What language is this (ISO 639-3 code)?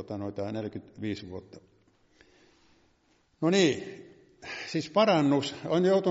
fin